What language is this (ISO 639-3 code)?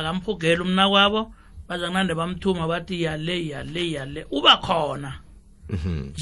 nbl